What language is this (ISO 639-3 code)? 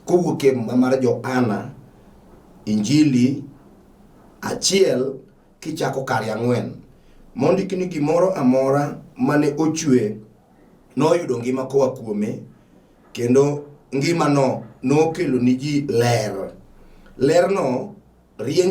luo